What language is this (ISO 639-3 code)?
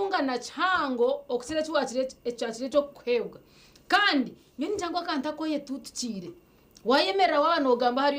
nyn